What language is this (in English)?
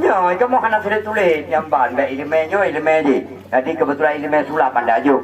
Achinese